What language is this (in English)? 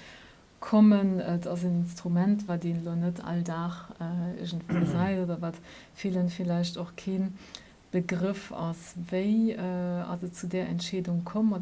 Luxembourgish